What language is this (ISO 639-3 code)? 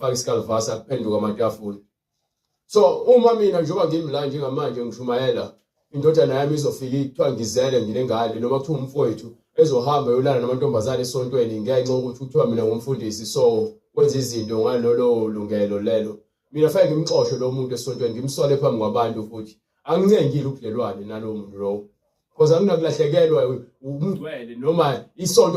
zul